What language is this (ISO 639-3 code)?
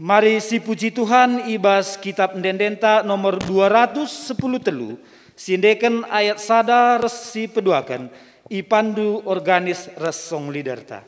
btx